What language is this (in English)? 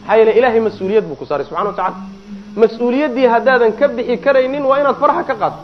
Somali